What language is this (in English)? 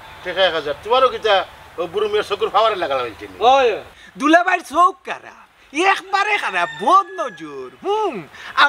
Sylheti